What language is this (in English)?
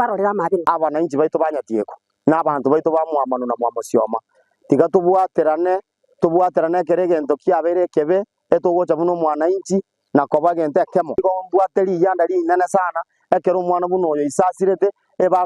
Gusii